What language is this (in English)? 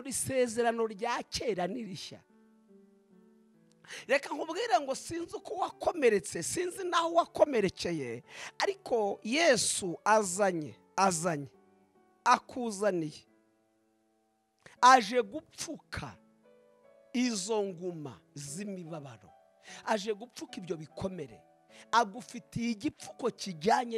Kinyarwanda